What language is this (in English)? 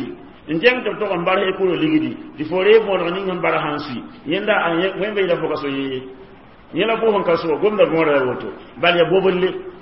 Mossi